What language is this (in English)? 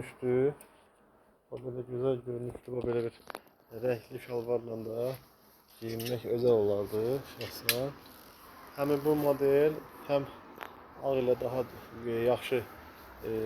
Azerbaijani